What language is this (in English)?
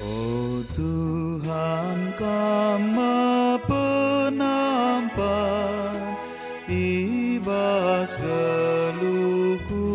Batak Karo